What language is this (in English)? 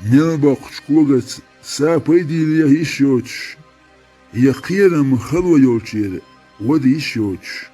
Chechen